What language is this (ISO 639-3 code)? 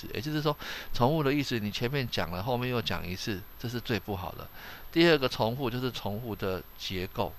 zho